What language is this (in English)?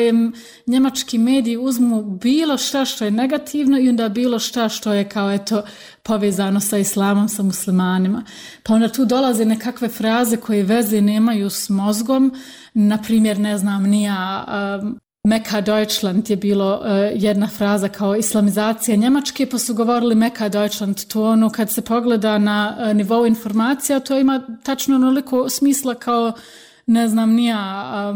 Bosnian